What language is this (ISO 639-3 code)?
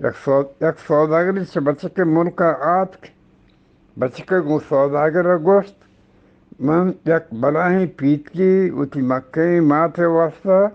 bgp